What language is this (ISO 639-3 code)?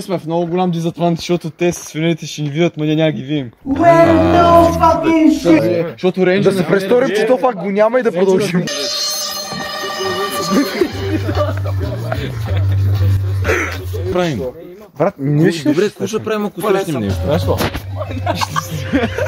bul